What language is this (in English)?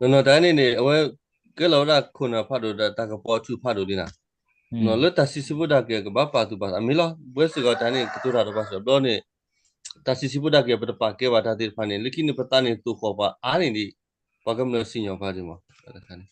S'gaw Karen